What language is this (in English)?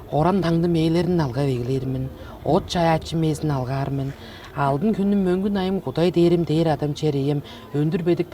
Tuvinian